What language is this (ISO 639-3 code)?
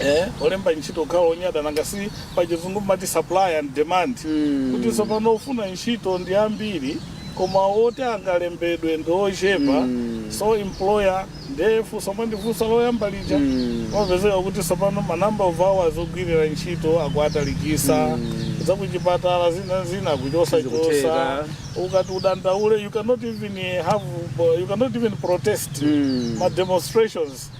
nya